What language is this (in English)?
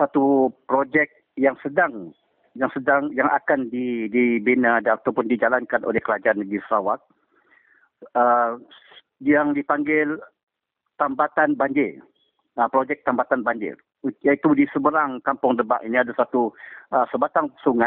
Malay